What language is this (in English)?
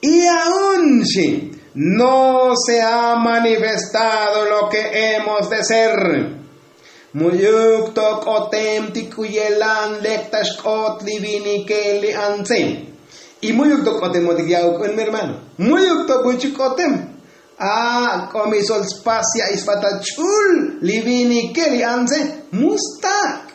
Tzotzil